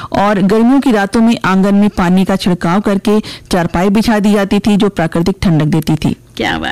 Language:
Hindi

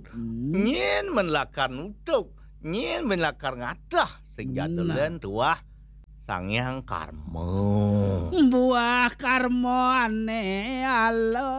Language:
Balinese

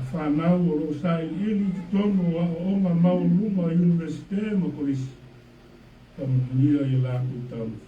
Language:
Samoan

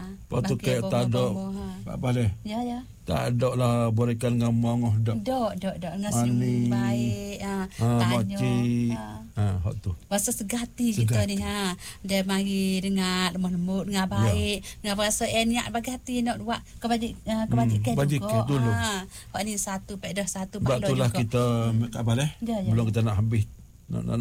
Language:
Malay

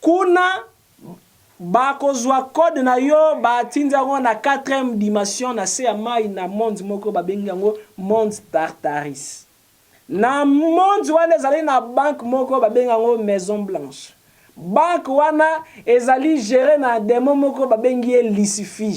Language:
Lingala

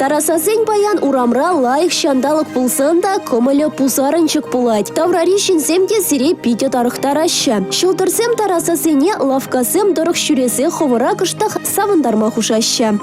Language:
Chuvash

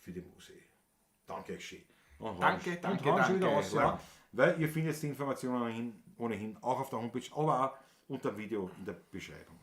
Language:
Bavarian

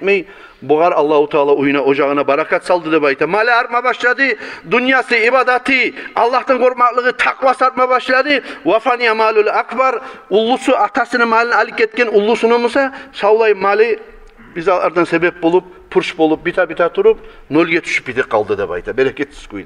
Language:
Kumyk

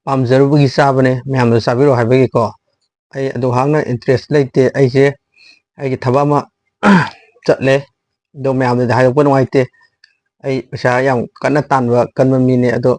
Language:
Manipuri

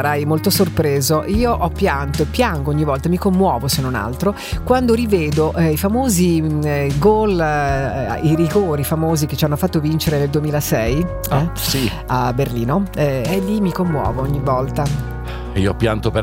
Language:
Italian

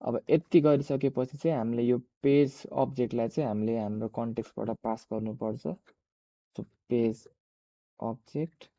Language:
Nepali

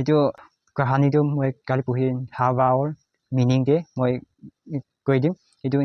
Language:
Naga Pidgin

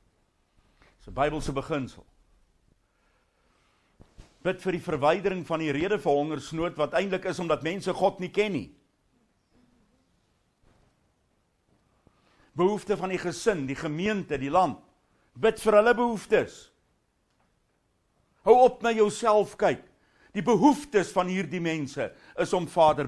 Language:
Afrikaans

